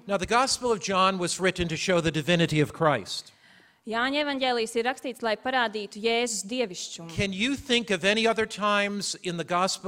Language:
Latvian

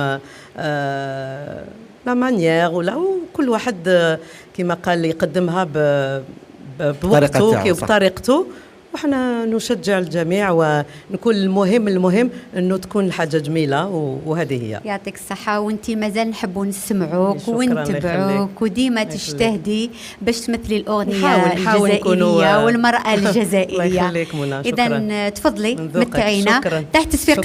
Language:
Algerian Arabic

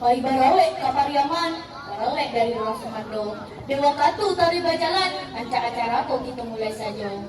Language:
Minangkabau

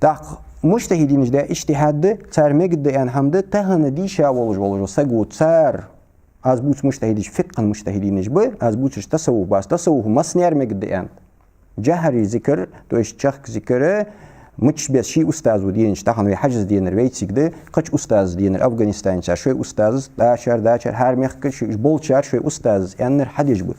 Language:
Ingush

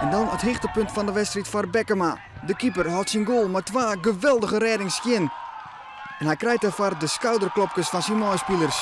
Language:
Western Frisian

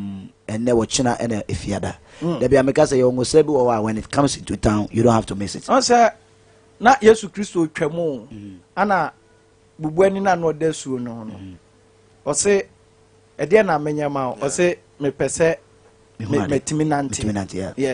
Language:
Akan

